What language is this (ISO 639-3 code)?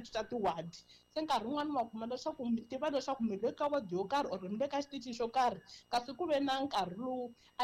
tso